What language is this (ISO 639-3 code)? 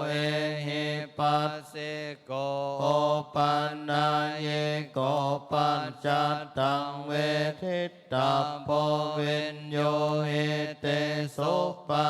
pli